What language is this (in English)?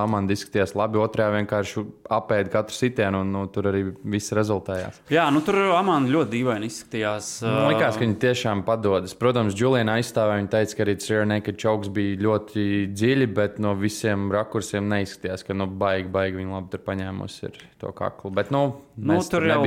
Latvian